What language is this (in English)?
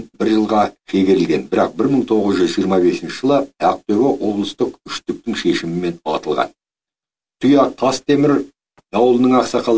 Kazakh